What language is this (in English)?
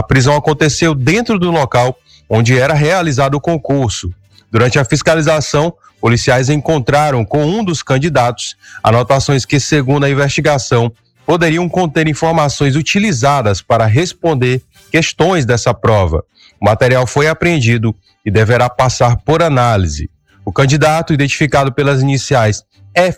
Portuguese